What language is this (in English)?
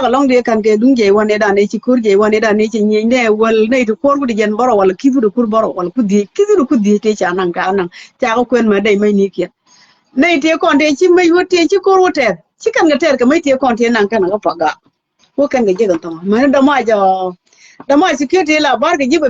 Nuer